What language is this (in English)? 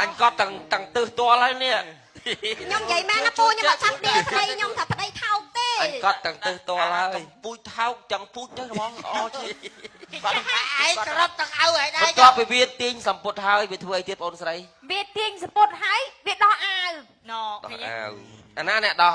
Khmer